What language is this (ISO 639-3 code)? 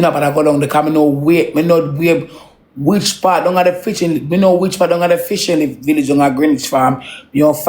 jam